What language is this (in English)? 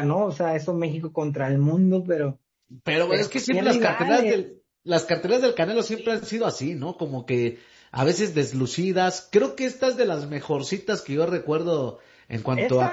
Spanish